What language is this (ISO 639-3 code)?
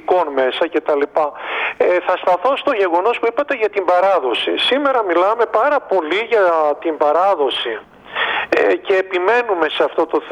ell